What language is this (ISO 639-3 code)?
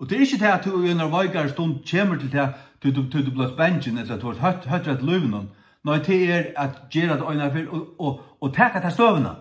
fao